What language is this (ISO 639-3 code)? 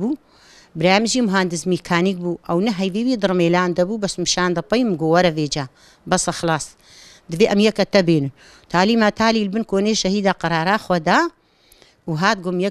kur